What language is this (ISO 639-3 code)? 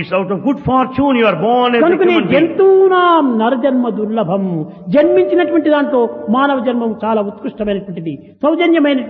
tel